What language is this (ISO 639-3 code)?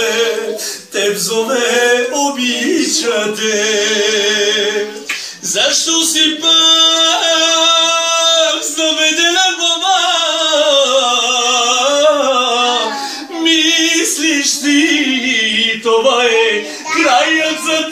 bul